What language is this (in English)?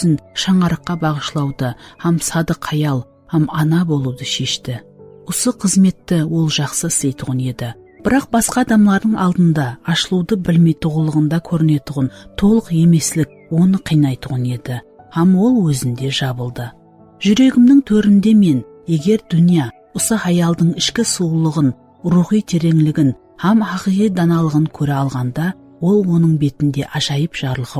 Kara-Kalpak